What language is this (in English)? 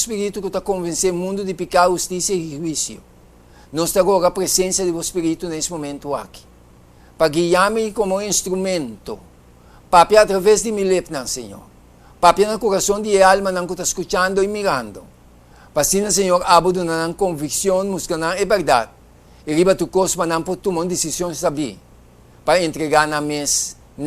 Papiamento